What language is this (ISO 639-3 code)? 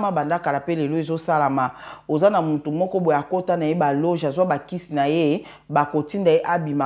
lin